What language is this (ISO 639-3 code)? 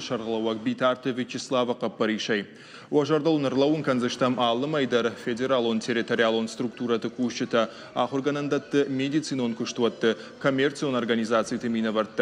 oss